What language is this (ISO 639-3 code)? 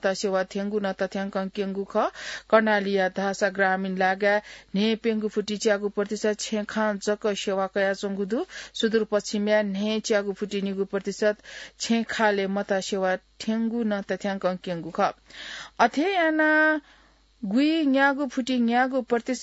new